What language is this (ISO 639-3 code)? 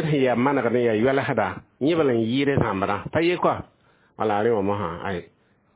mos